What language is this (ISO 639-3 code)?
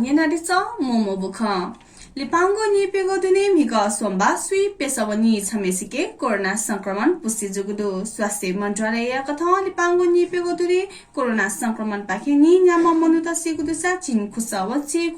new